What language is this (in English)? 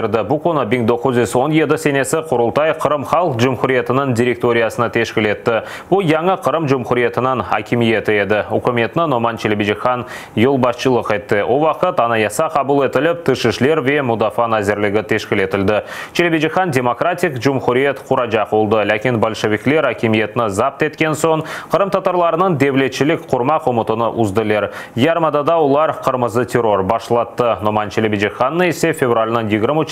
Crimean Tatar